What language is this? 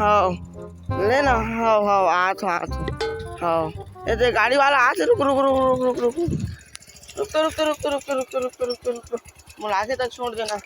Chhattisgarhi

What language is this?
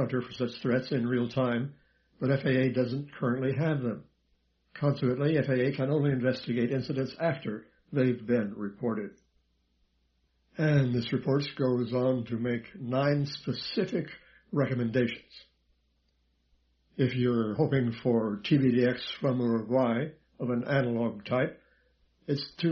English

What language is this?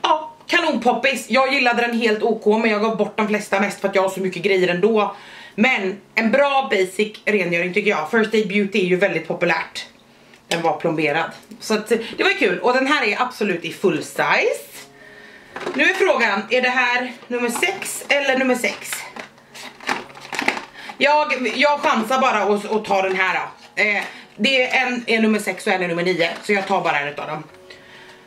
Swedish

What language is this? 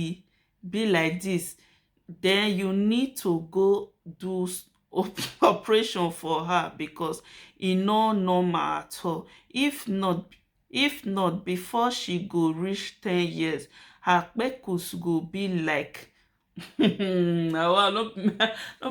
Nigerian Pidgin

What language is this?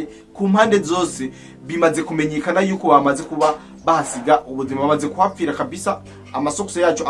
Rundi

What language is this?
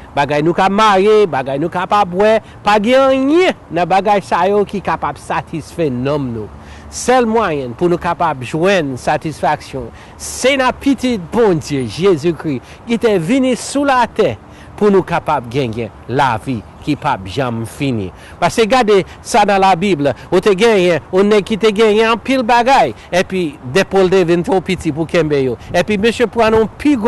Haitian Creole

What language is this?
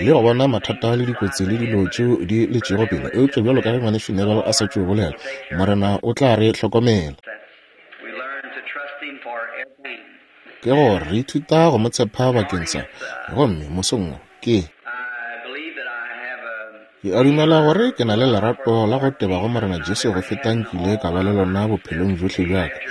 Northern Sotho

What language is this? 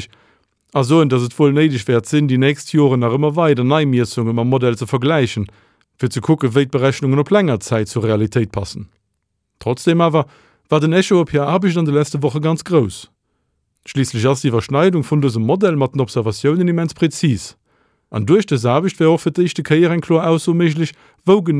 Luxembourgish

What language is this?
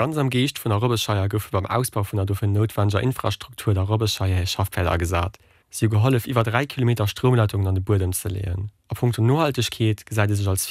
Luxembourgish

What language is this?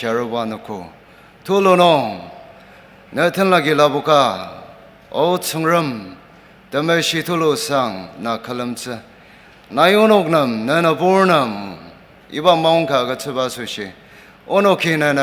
Ao Naga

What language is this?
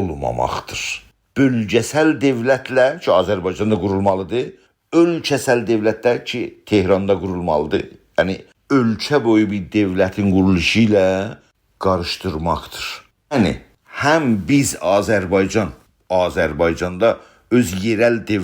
South Azerbaijani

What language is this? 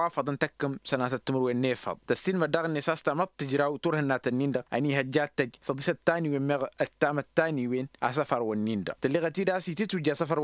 Tamasheq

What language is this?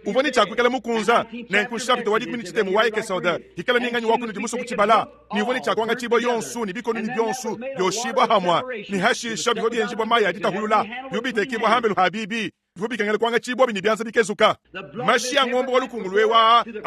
Luba-Lulua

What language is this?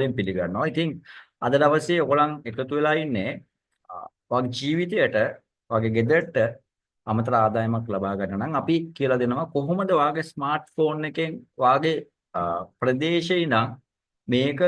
Sinhala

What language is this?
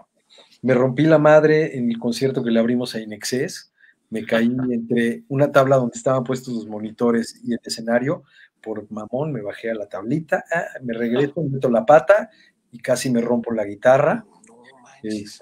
Spanish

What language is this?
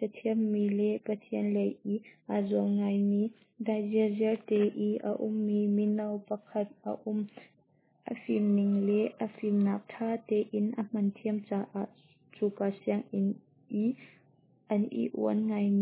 Hakha Chin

